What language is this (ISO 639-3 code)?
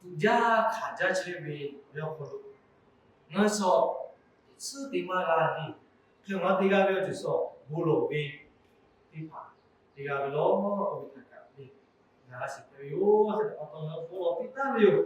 lhu